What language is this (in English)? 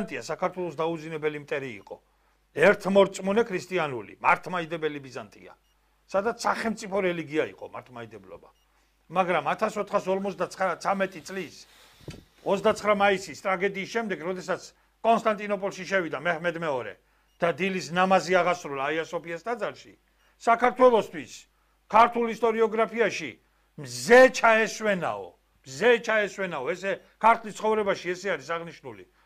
Georgian